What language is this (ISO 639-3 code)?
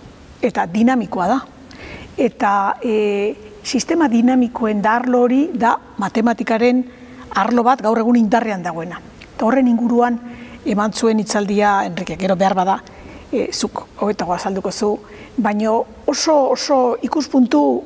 eus